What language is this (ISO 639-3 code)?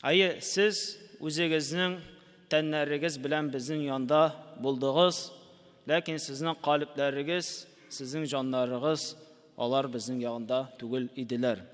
tat